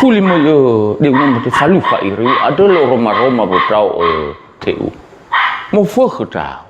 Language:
Nias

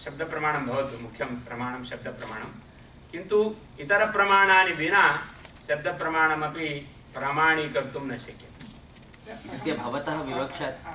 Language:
Sanskrit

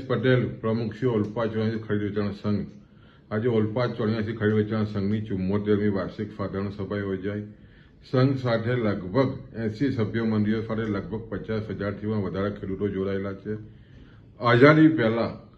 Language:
Gujarati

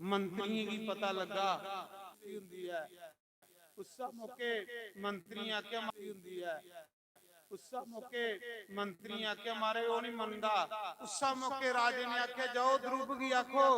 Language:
Dogri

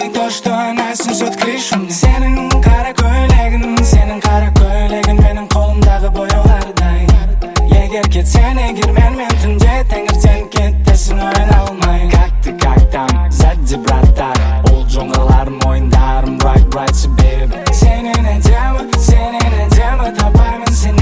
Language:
Kazakh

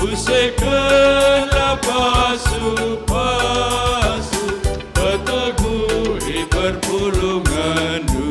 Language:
Batak Karo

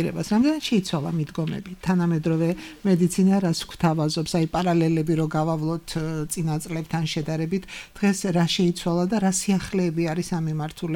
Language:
Georgian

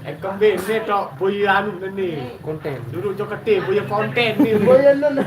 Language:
Sasak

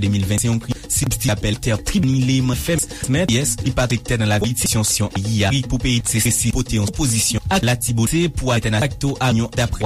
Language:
Haitian Creole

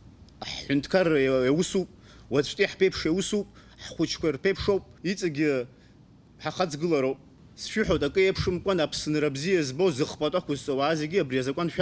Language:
Abkhazian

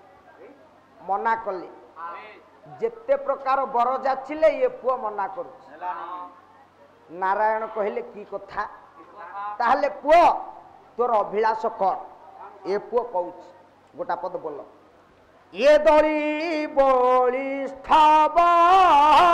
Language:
Odia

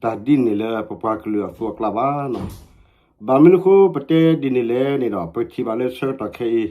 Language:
S'gaw Karen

